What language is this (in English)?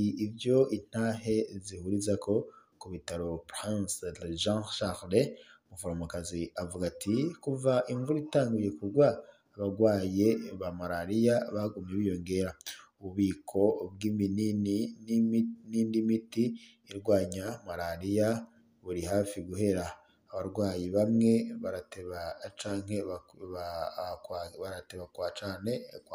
Rundi